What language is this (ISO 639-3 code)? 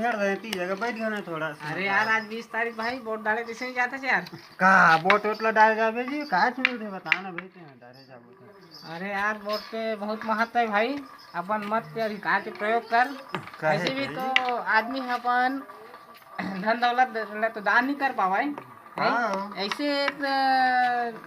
hne